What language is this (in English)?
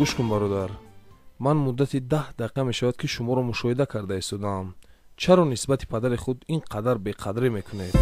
Tajik